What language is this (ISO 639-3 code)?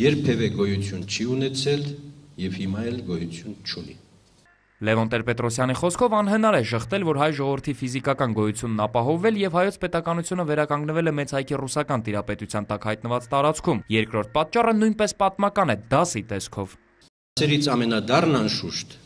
hye